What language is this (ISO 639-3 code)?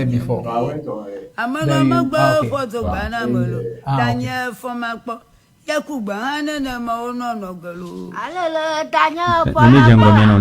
ewe